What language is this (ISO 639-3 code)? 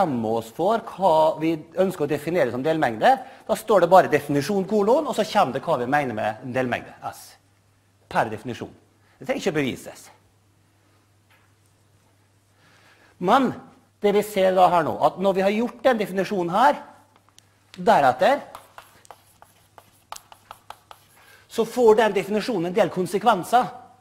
nor